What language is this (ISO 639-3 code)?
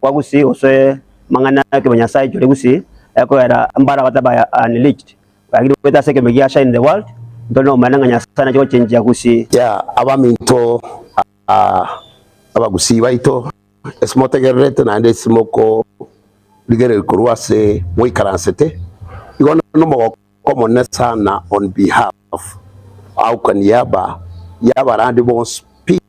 guz